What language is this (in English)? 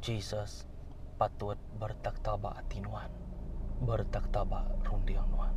Iban